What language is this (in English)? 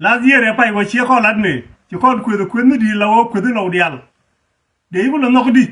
Nuer